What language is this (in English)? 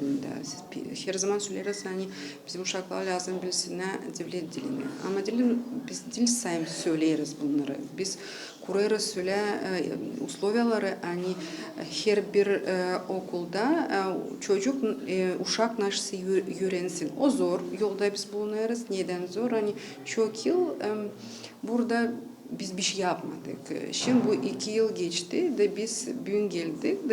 Gagauz